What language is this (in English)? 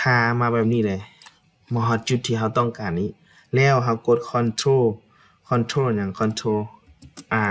Lao